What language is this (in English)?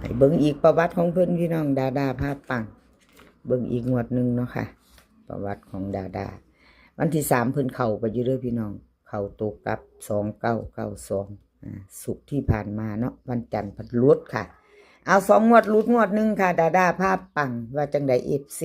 Northeastern Thai